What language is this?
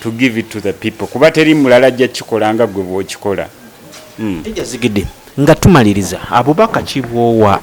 Ganda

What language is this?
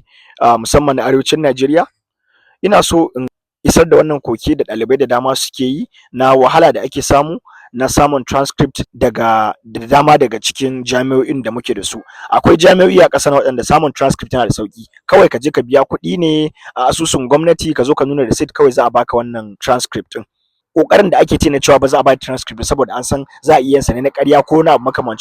Hausa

